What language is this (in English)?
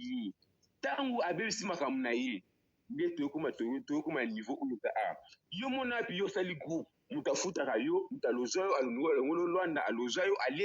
Lingala